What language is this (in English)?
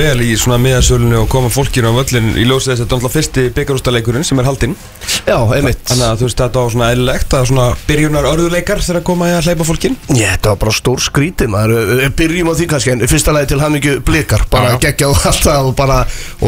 Icelandic